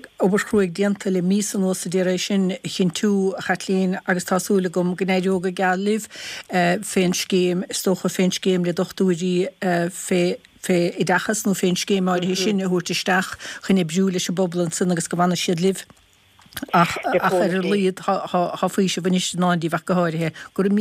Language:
Irish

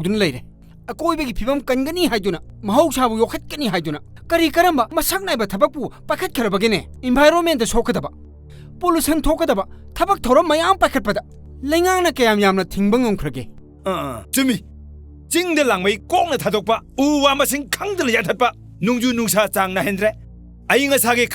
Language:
Manipuri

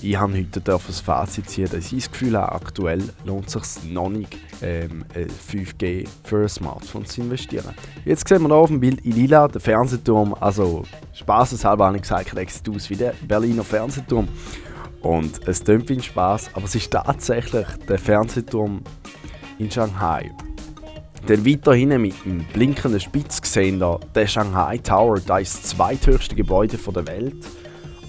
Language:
Swiss German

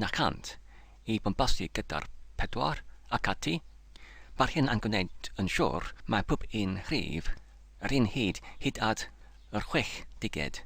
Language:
Welsh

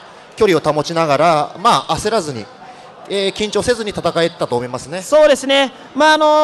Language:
Japanese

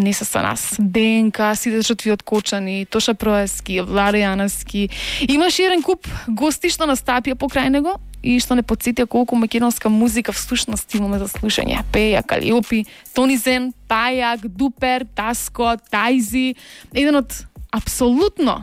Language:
Macedonian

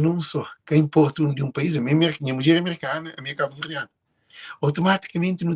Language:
Kabuverdianu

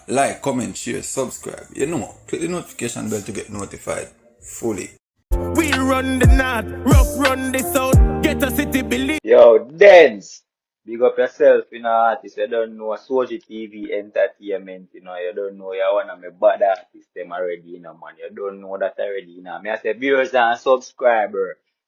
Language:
Jamaican Creole English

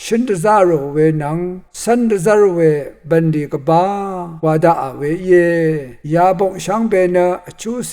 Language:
Rawang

